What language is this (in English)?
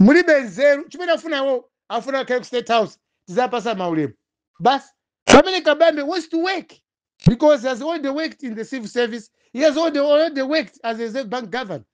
Nyanja